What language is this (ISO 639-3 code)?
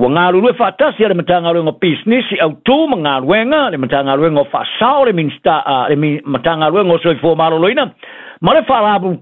smo